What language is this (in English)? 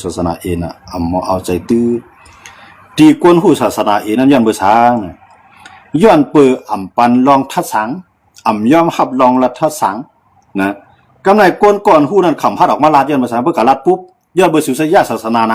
Shan